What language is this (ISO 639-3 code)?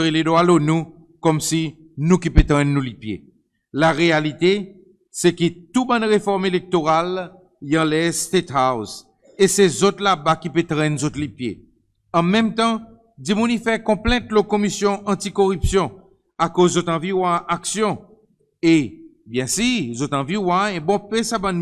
crs